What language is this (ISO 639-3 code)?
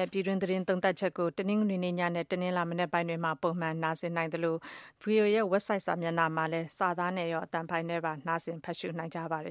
mya